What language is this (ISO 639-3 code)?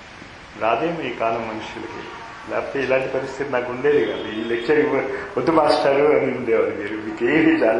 tel